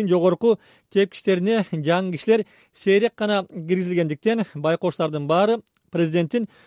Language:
Kyrgyz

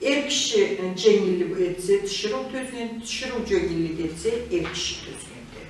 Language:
Karachay-Balkar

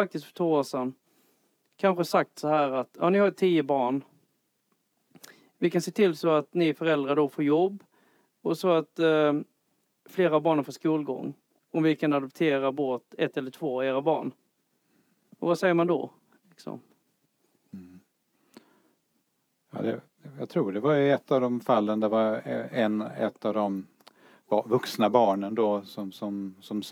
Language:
Swedish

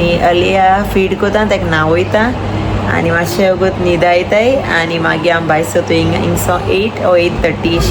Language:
Konkani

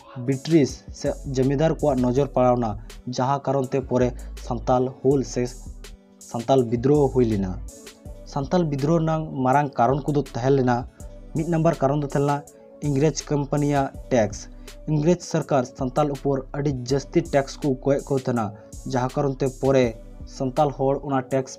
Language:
Santali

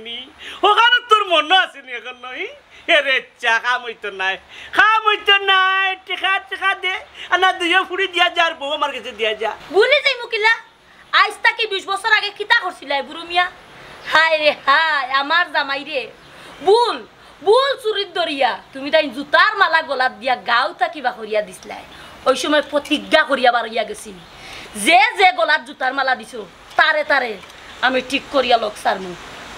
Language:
Sylheti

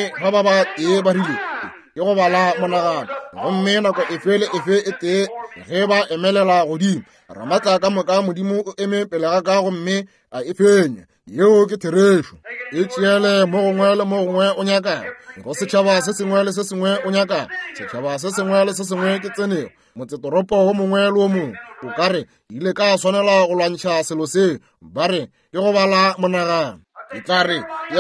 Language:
Northern Sotho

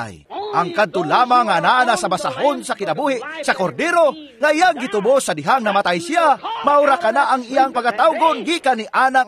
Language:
Cebuano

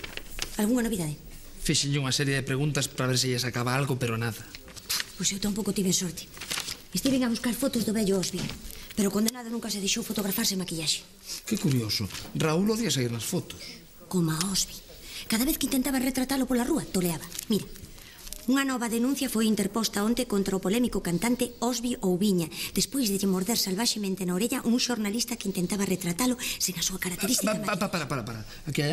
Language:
Galician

